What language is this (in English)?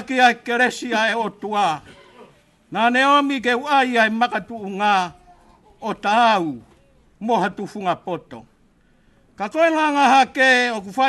Tongan